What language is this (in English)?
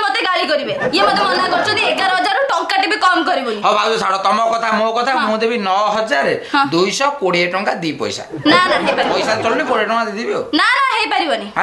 Odia